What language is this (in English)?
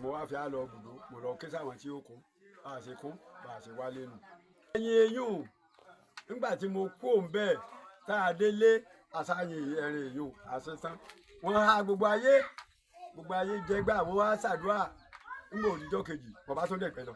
Yoruba